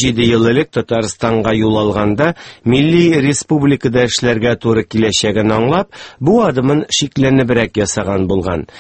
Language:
Tatar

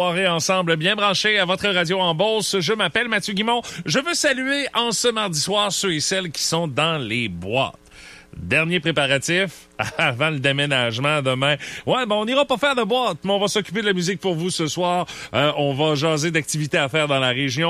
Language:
French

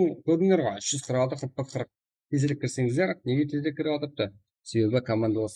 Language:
Kara-Kalpak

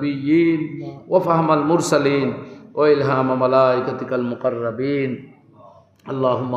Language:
Sylheti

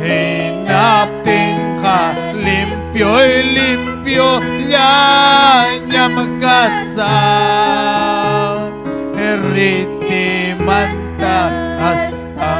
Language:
Ayacucho Quechua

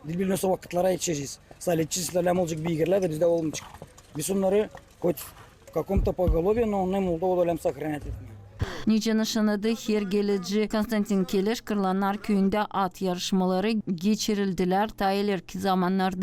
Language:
Gagauz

